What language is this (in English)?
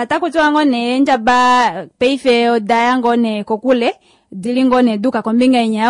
Kuanyama